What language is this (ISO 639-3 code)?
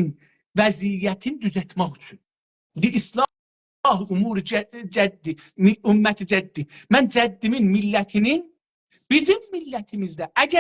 azb